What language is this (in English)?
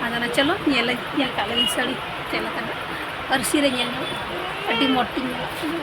Santali